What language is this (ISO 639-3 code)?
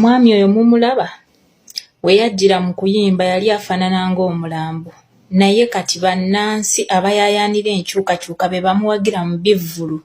lug